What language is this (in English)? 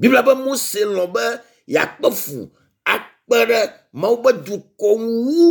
Ewe